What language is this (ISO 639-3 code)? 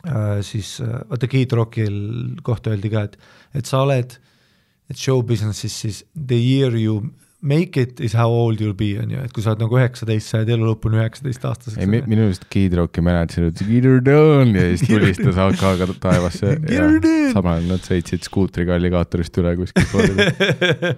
est